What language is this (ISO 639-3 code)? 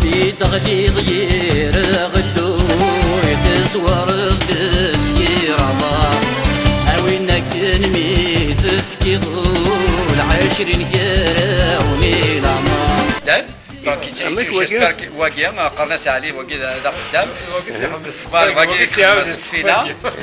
kab